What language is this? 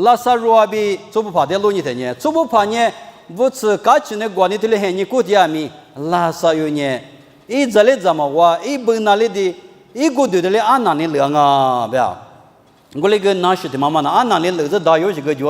Lisu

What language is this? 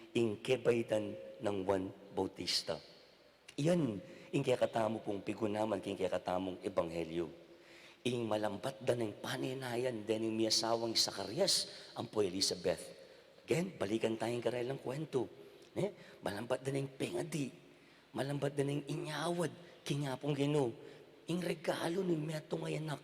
Pampanga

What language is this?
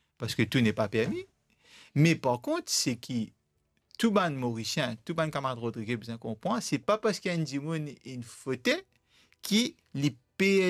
Morisyen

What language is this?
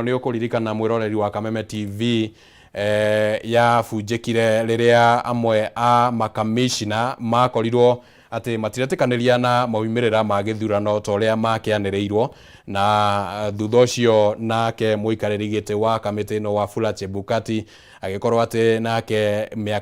Kikuyu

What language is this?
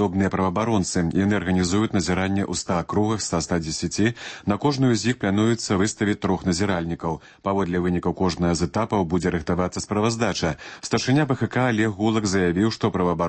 Belarusian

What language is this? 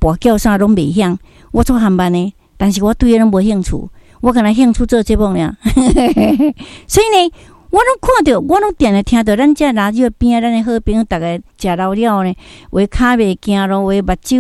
Min Nan Chinese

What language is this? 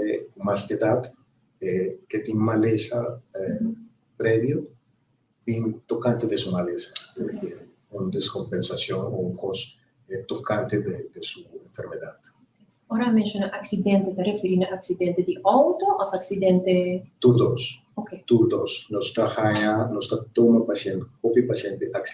Papiamento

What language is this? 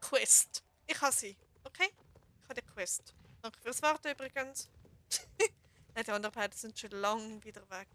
Swiss German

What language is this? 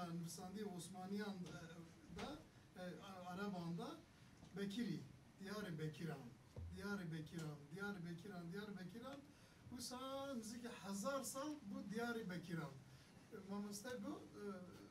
Kurdish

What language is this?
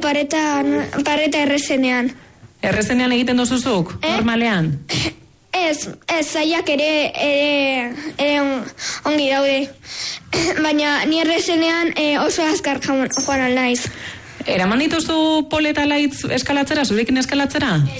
Basque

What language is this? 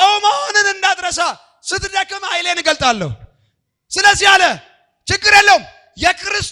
Amharic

